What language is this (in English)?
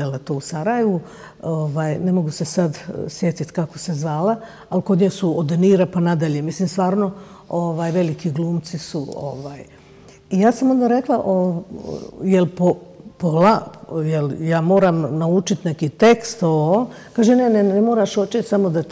Bosnian